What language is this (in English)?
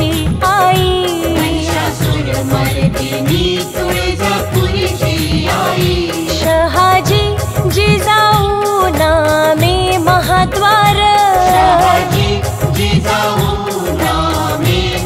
Marathi